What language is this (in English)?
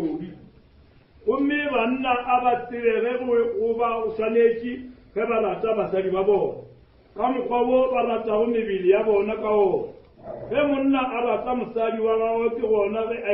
Northern Sotho